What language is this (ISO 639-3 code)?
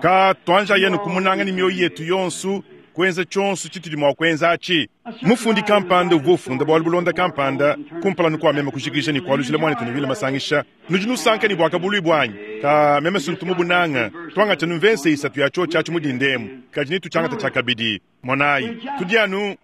lua